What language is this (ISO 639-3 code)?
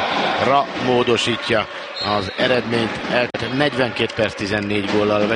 hun